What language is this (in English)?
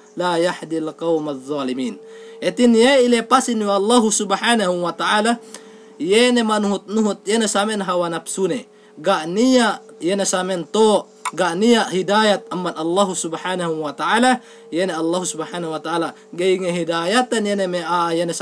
Yakan